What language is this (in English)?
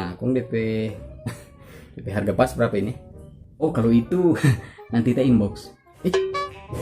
Manado Malay